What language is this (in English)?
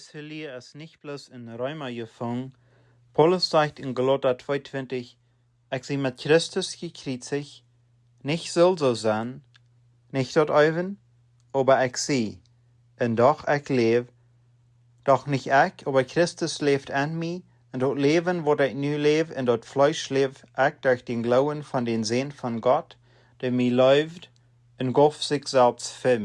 Plautdietsch